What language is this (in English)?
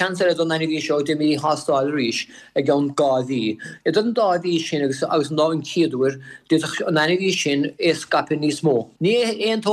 Irish